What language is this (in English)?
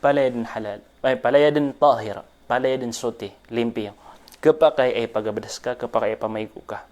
Maranao